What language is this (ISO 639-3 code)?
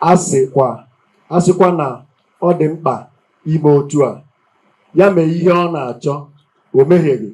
ibo